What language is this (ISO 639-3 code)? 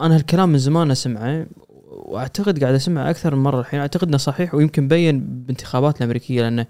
afb